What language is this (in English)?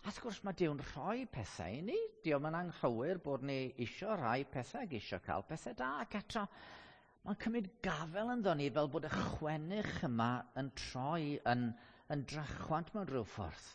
Welsh